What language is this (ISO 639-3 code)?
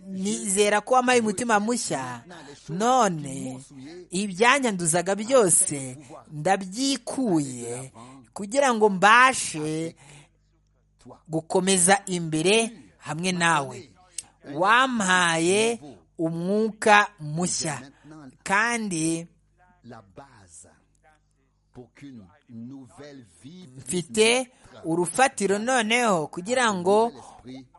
kin